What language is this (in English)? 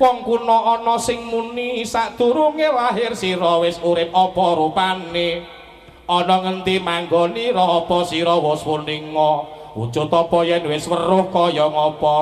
Javanese